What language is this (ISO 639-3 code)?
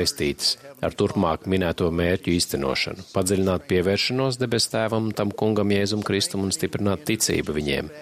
lav